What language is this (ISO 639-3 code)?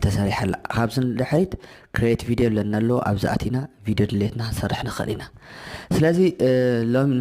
tir